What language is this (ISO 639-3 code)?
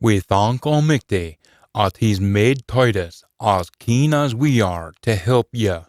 sco